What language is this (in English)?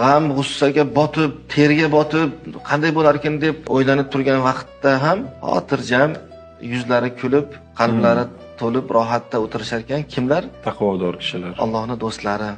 Uzbek